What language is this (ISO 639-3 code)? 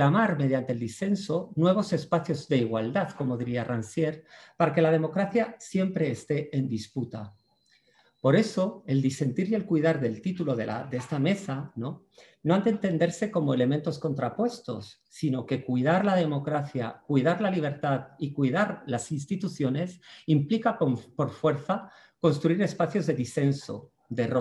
spa